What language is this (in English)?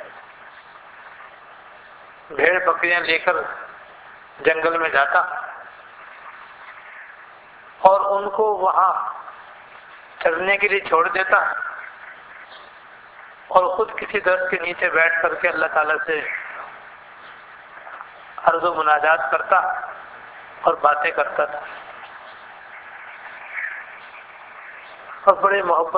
Urdu